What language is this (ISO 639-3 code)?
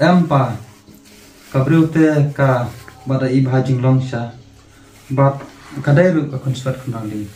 kha